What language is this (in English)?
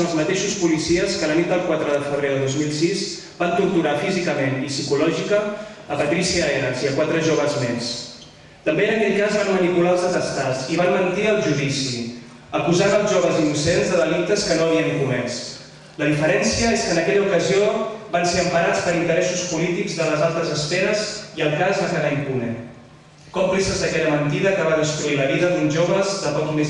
Catalan